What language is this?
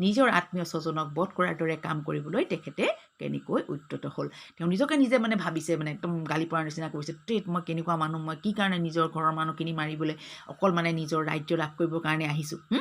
Assamese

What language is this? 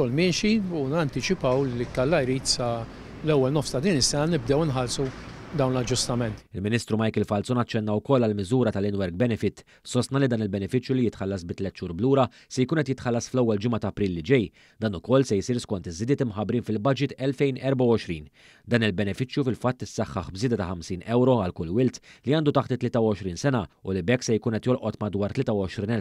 Maltese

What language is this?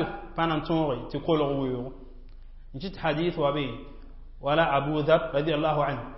Mossi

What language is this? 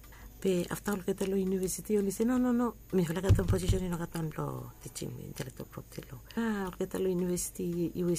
Bislama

